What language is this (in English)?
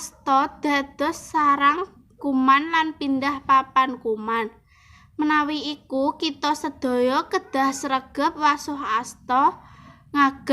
Javanese